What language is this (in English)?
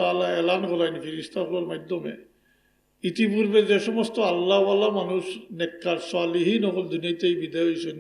Sylheti